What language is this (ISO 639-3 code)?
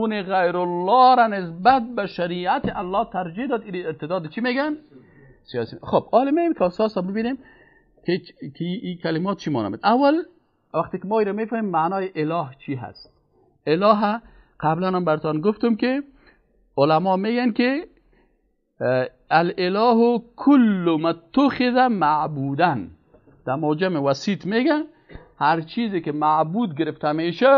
fas